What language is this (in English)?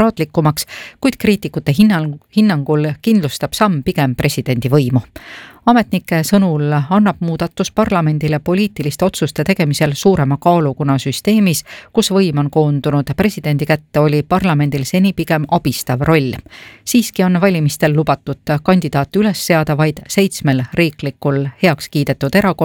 Estonian